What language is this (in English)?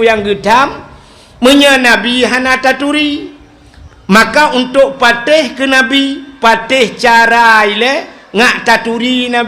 Achinese